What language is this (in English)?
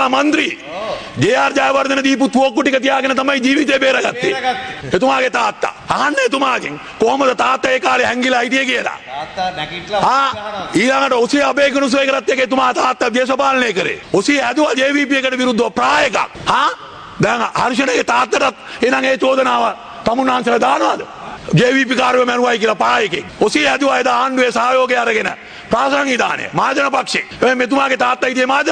Sinhala